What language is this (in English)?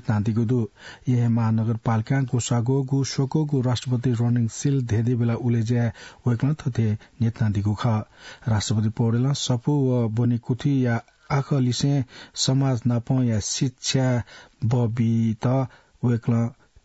Newari